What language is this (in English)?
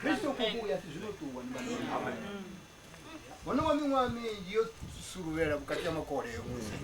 Venda